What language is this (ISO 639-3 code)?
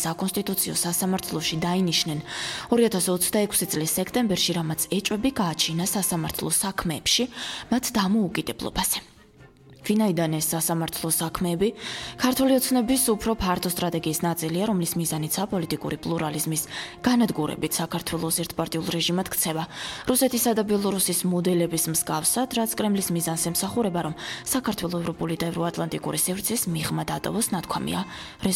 kat